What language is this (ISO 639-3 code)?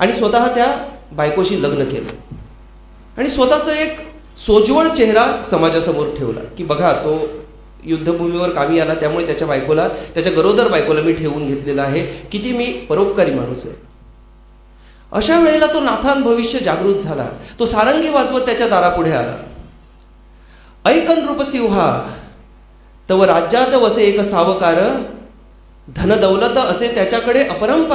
mar